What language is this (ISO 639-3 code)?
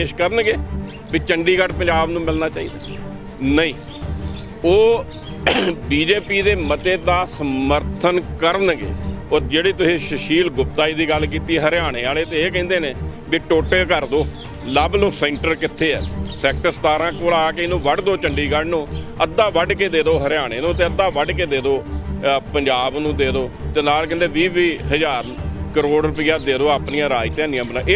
pan